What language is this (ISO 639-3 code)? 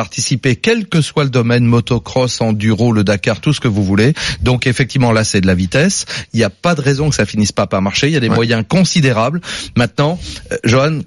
fra